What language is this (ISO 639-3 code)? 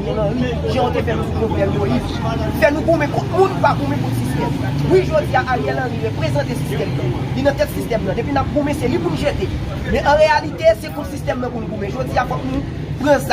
hat